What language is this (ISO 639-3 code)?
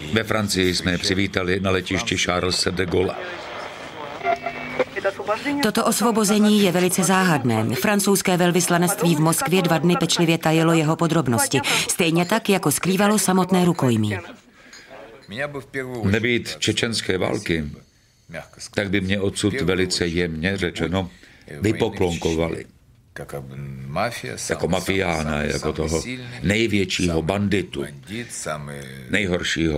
ces